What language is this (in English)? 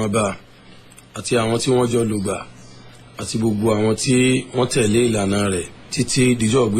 Yoruba